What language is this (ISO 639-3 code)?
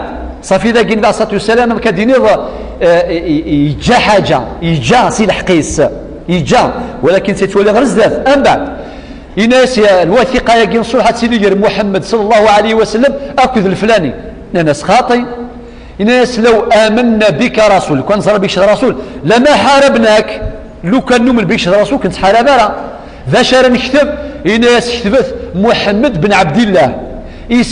kab